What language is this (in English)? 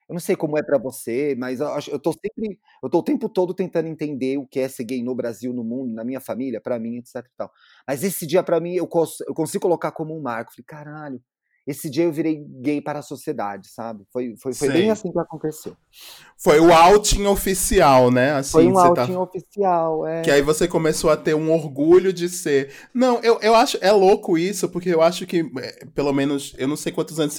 Portuguese